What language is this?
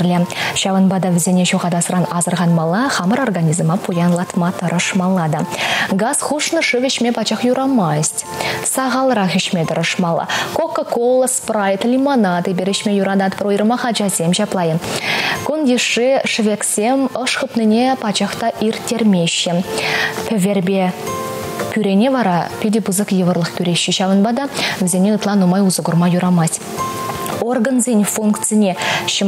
Chuvash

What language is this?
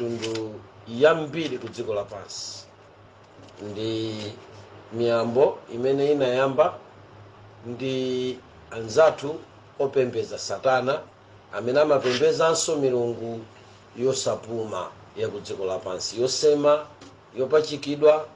Nyanja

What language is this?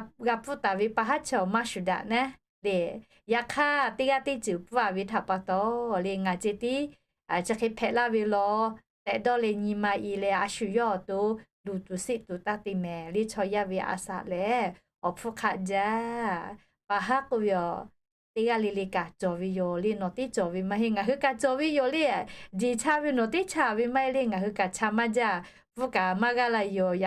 Lahu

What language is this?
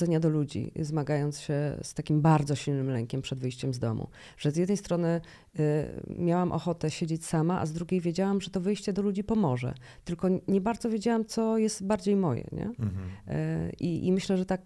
Polish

